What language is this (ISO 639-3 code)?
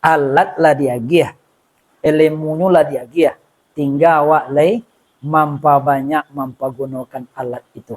min